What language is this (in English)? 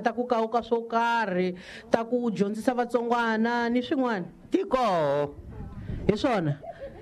Tsonga